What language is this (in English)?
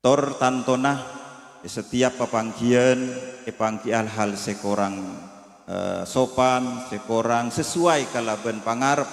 Madurese